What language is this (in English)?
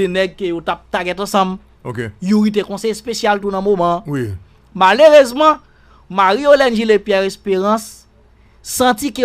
Haitian Creole